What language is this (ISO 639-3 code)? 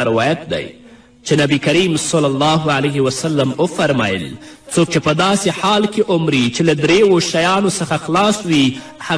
pus